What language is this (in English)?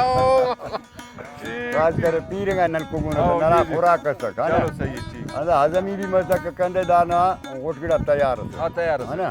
Brahui